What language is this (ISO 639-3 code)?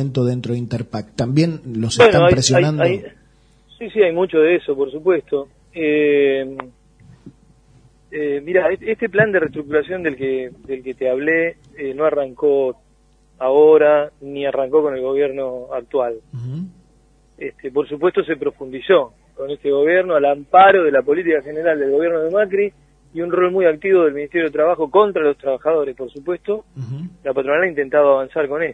spa